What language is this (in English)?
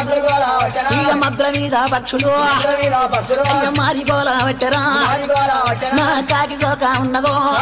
Telugu